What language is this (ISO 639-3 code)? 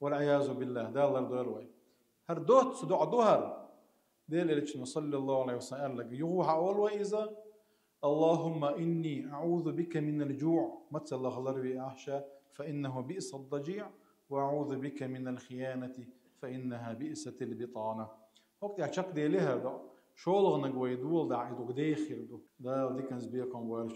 che